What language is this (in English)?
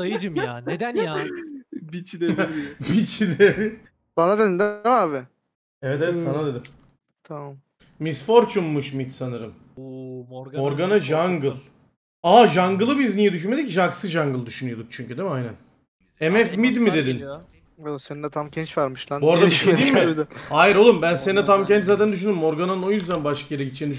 Turkish